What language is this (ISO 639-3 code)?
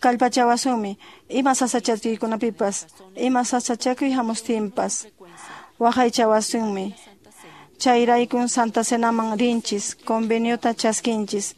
que